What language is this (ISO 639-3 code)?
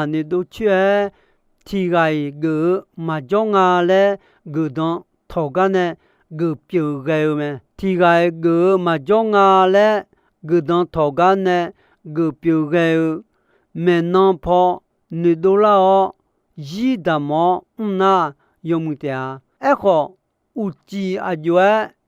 ahk